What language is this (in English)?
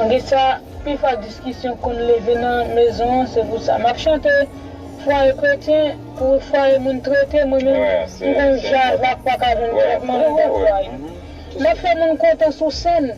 Haitian Creole